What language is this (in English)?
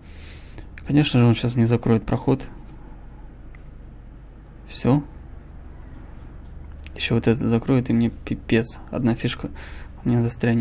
Russian